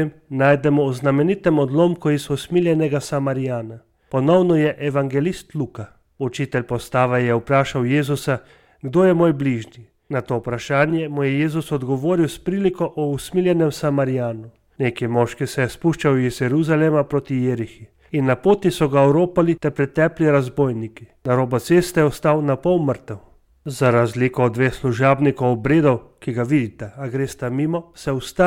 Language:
Slovenian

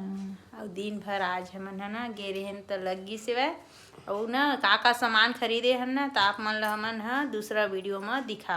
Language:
Chhattisgarhi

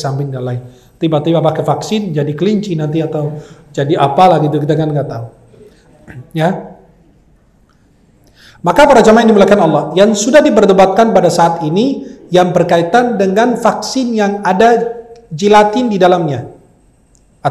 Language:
Indonesian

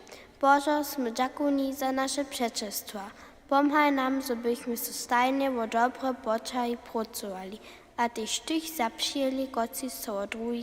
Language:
Upper Sorbian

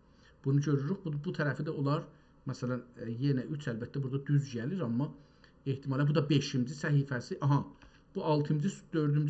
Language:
South Azerbaijani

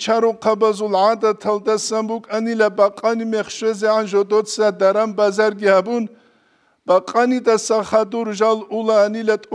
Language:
Avaric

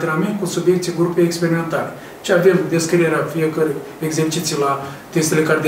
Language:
Romanian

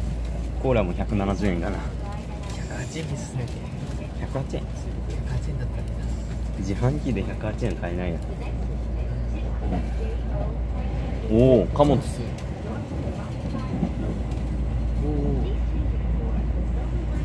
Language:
Japanese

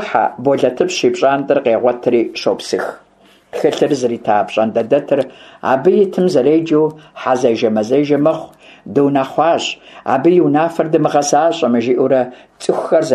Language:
Kabardian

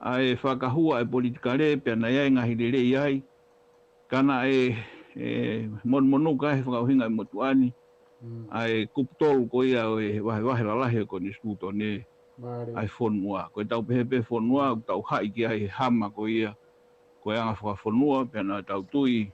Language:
Tongan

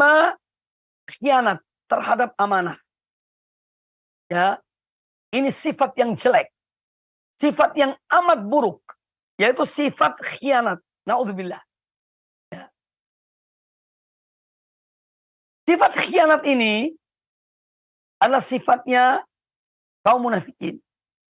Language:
Indonesian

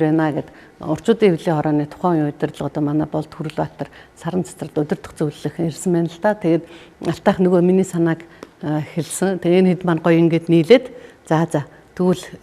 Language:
Mongolian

